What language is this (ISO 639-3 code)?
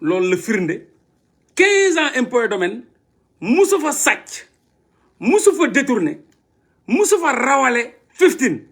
wol